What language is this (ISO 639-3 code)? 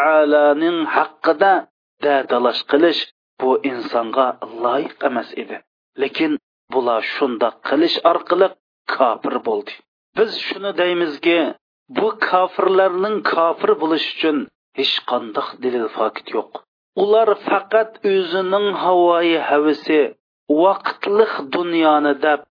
uig